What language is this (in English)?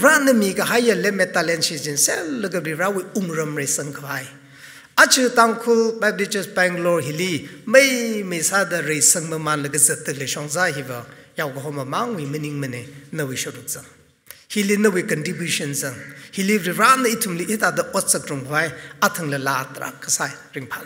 Tangkhul Naga (India)